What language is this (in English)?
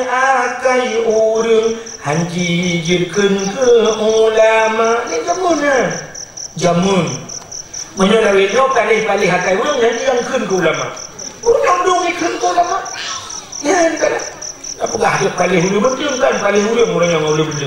Achinese